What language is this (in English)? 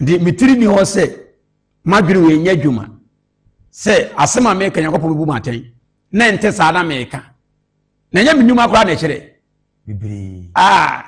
Akan